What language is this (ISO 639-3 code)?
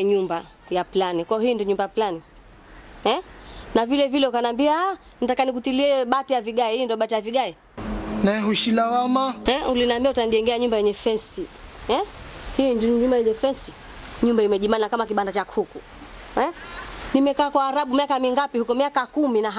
swa